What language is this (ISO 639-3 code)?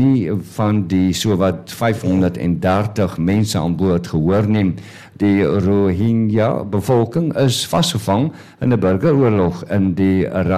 afr